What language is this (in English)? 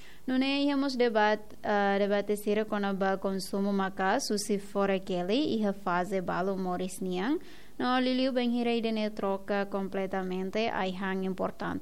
Tetum